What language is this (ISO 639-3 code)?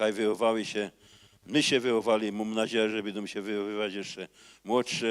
szl